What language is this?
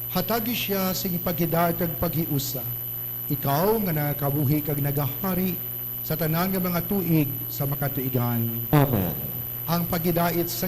Hiligaynon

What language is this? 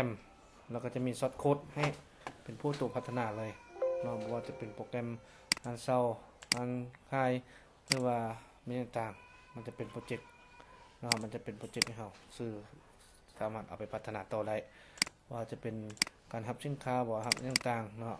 Lao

